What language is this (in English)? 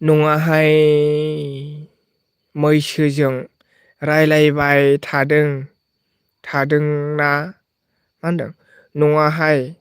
Bodo